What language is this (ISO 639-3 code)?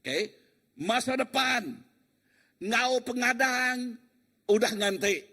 iba